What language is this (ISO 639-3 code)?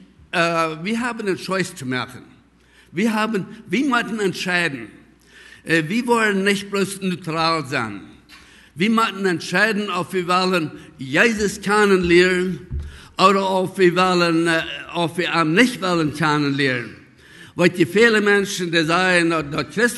pdt